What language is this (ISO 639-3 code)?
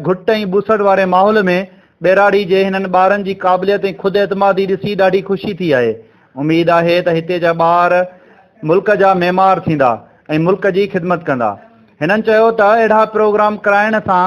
snd